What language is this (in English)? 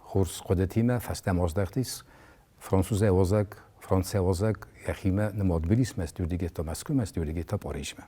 Ossetic